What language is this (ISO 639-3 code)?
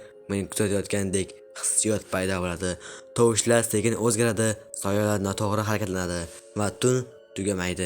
uzb